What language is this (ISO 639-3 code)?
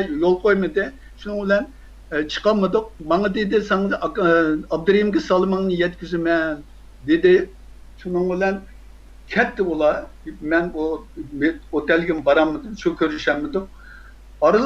uig